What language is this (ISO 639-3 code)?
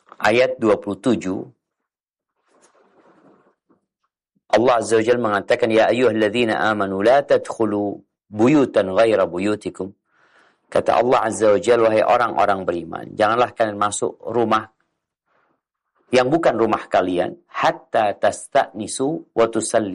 ind